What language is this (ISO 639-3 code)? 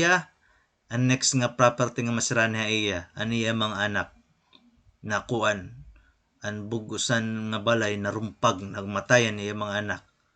war